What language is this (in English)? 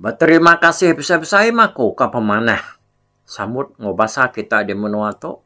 Iban